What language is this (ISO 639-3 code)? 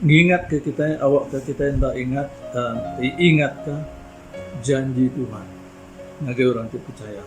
iba